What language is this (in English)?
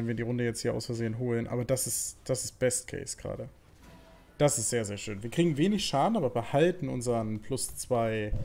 German